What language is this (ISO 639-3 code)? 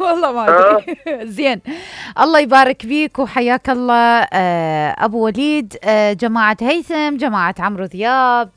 acm